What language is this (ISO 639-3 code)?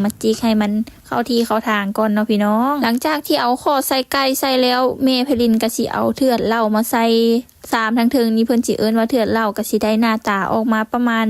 lao